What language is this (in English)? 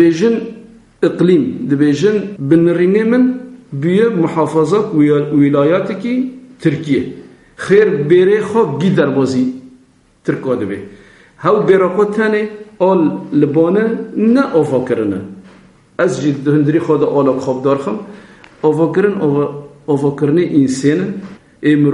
Kurdish